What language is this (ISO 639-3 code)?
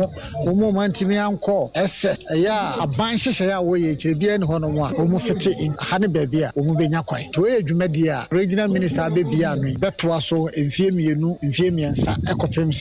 aka